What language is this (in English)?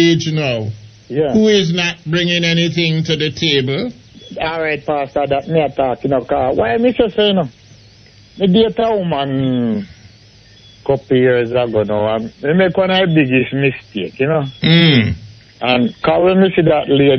Jamaican Creole English